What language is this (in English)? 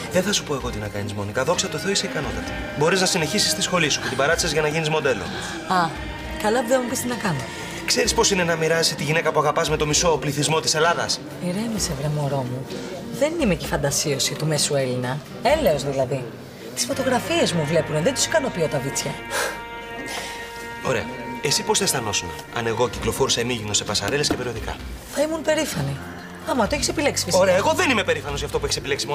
Greek